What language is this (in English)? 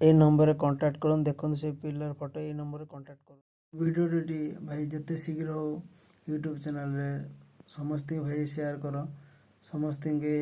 Odia